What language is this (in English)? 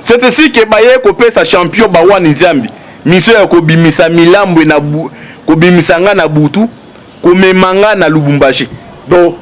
Lingala